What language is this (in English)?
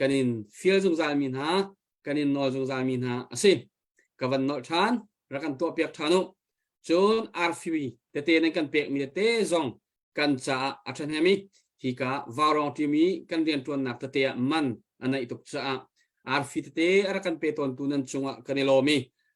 Hakha Chin